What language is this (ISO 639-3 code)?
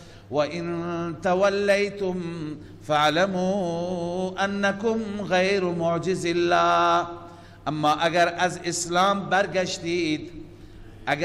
fas